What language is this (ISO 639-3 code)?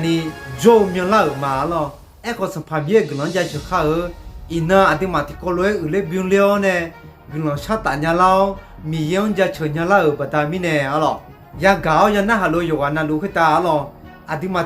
ahk